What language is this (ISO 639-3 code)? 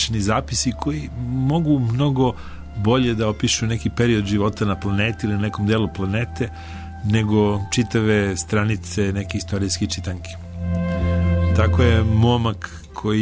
srp